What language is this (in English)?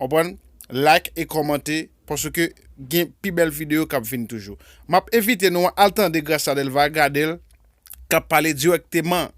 Haitian Creole